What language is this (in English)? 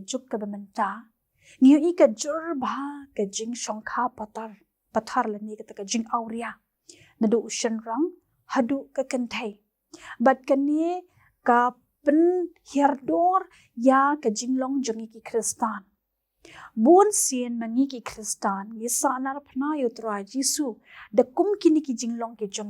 Khasi